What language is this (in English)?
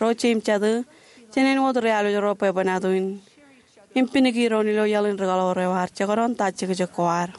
Marshallese